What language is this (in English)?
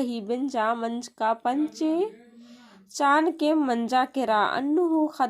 Kurukh